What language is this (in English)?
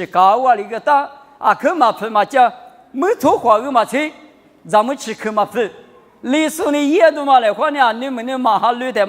Lisu